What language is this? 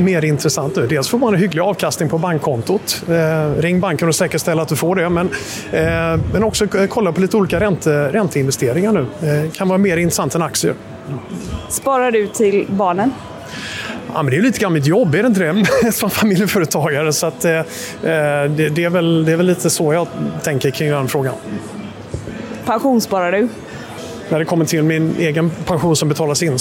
Swedish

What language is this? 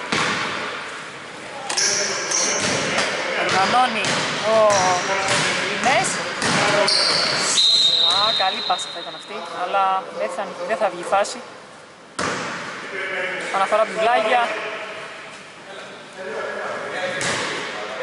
Greek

